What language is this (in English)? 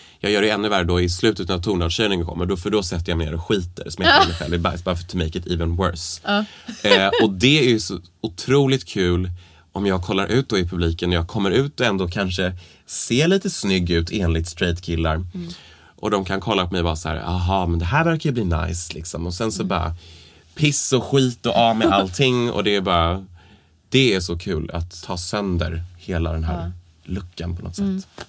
Swedish